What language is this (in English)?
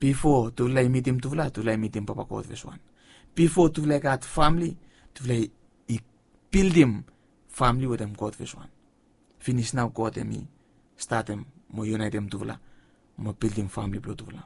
Bislama